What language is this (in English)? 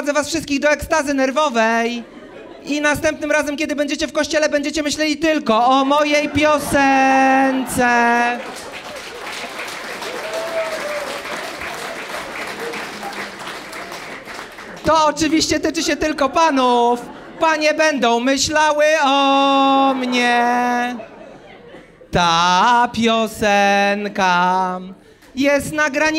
Polish